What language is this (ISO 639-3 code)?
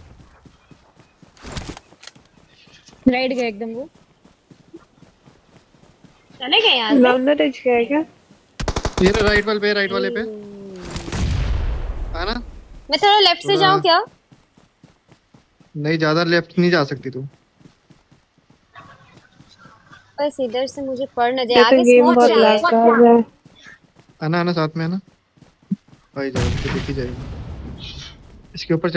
hin